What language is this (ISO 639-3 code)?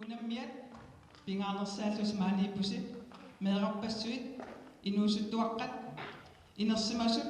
kal